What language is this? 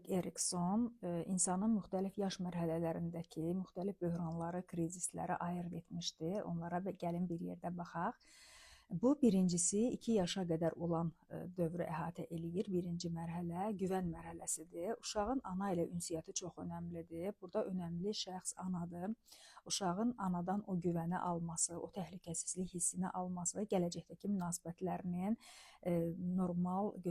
Azerbaijani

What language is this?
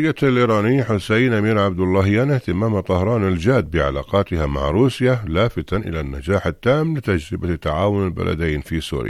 Arabic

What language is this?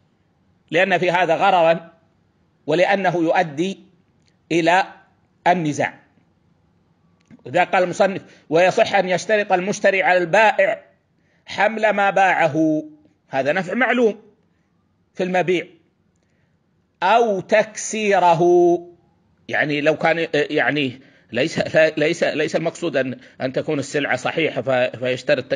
Arabic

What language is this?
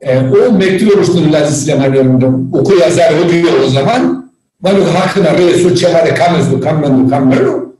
Zaza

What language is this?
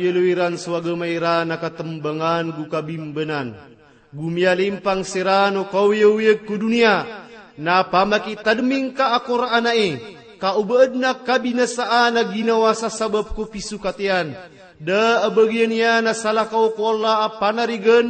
Maranao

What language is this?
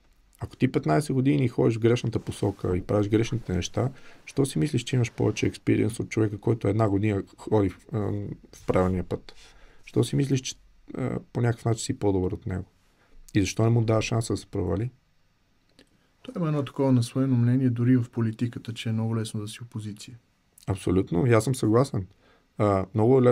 Bulgarian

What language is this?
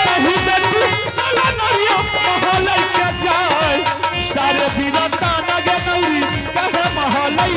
Maithili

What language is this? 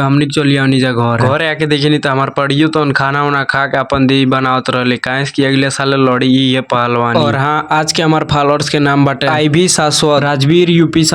Bhojpuri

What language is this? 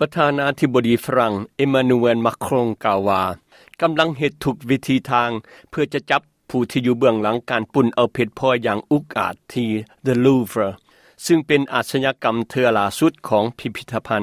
Lao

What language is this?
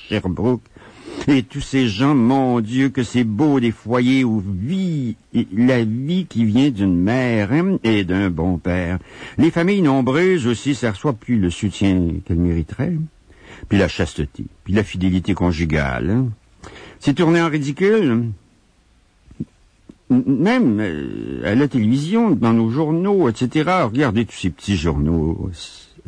French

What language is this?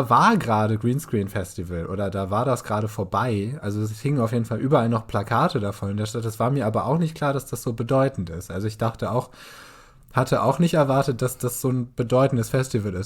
Low German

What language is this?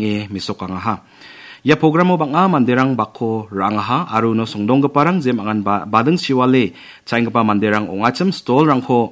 Garo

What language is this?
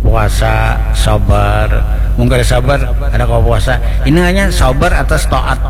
Banjar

